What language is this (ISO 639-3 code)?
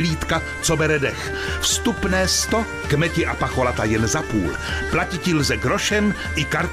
ces